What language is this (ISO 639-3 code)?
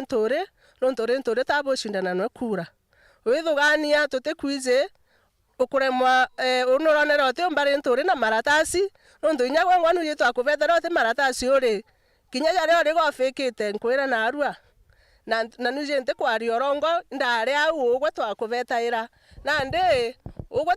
mer